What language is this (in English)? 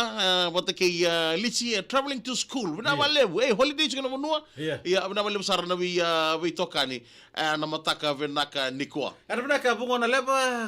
Fijian